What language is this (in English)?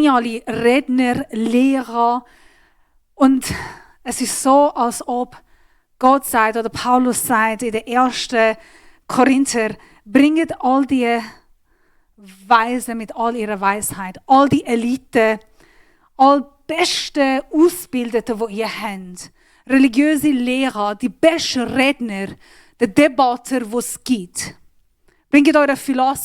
Swiss German